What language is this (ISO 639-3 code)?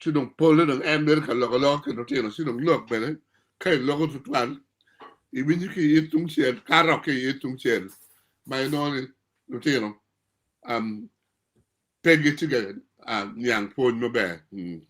ach